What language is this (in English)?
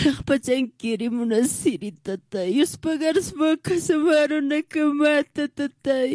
Aymara